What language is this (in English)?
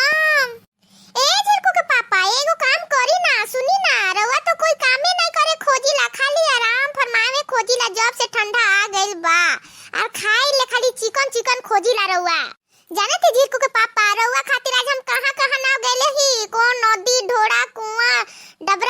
Bhojpuri